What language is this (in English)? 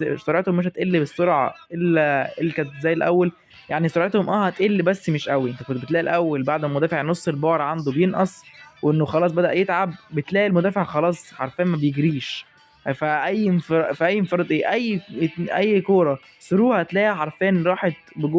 Egyptian Arabic